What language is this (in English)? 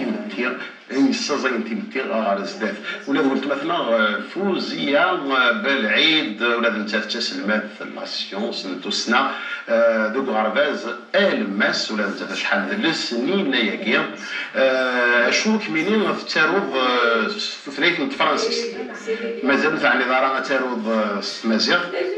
Kabyle